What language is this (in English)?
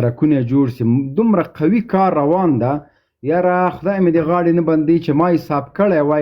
Pashto